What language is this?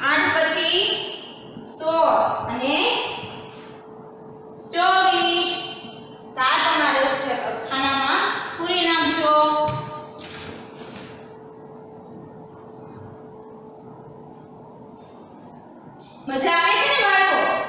Gujarati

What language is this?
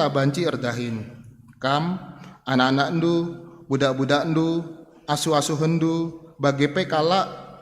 Batak Karo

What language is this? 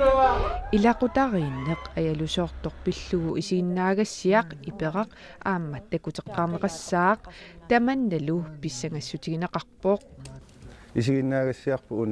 Kalaallisut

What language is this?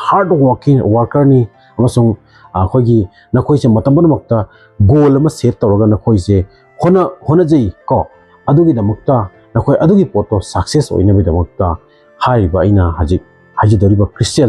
Manipuri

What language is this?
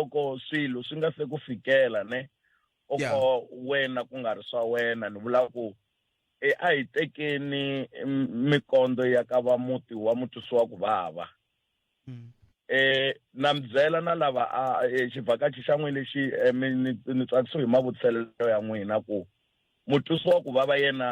Tsonga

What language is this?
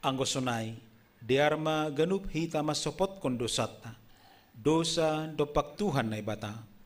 Batak Simalungun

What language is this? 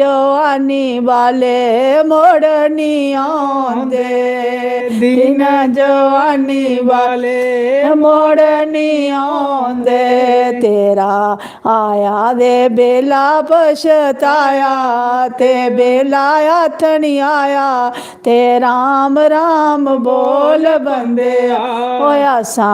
Dogri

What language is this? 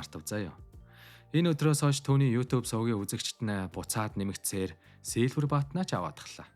Mongolian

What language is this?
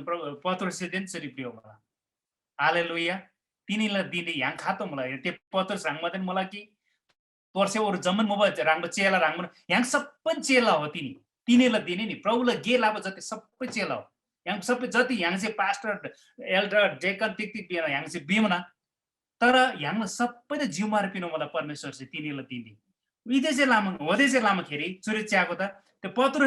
Eastern Tamang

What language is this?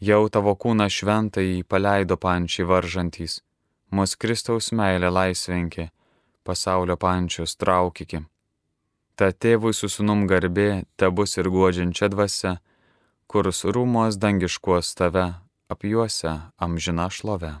Lithuanian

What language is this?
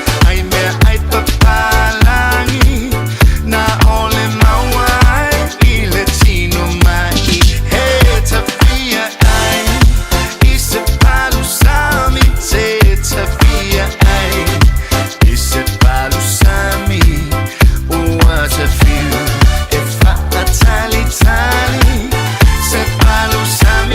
Samoan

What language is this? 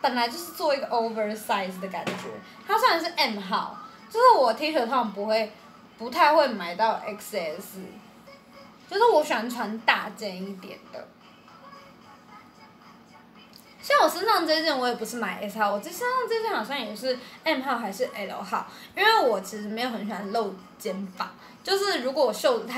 Chinese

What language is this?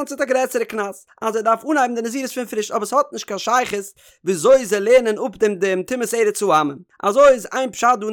Yiddish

